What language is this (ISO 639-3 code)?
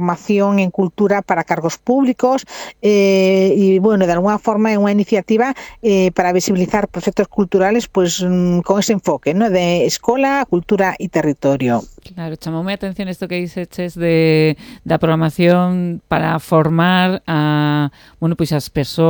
glg